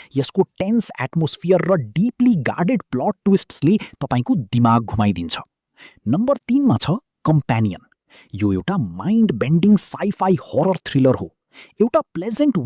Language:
Nepali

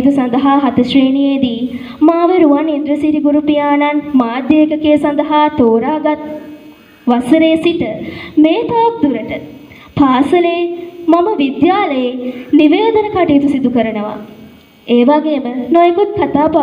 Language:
Sinhala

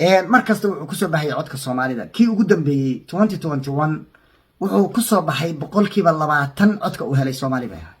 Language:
Somali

